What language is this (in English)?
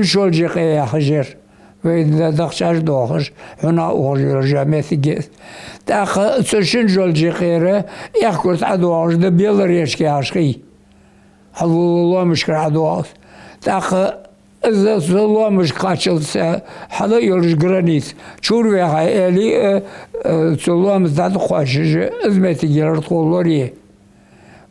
Ingush